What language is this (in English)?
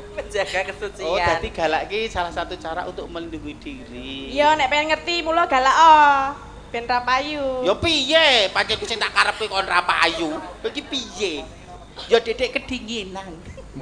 Javanese